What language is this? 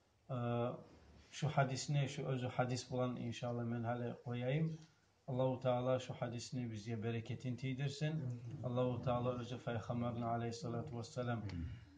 Kumyk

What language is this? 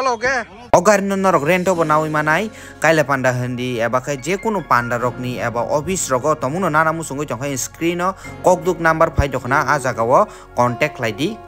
Kok Borok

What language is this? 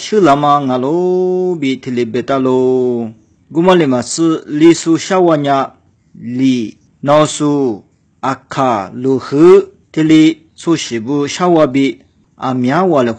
Lisu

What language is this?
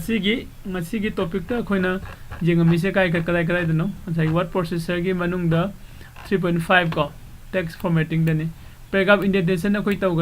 Manipuri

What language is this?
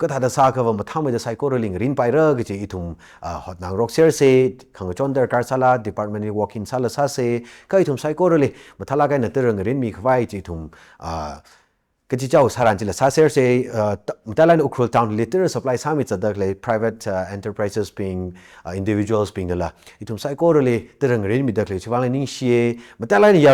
Tangkhul Naga (India)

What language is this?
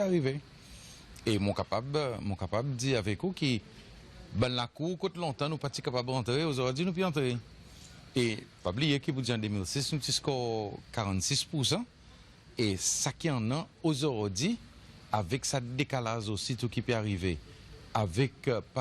Seselwa Creole French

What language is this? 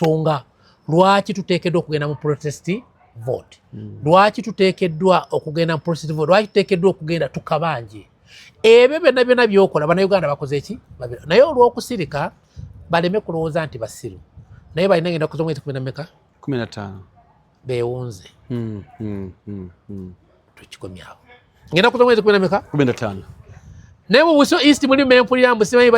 Ganda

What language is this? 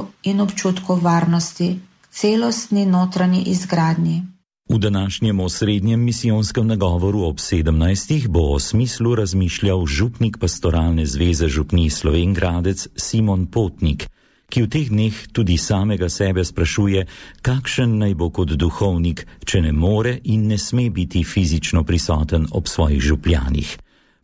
Slovenian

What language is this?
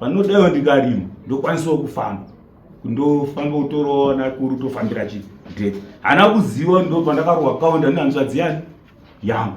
Shona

